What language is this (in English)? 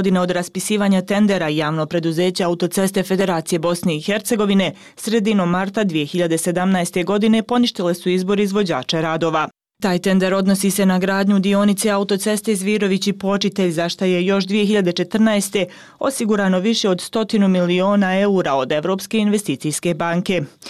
Bosnian